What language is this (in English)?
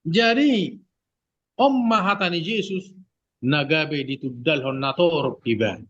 Batak Toba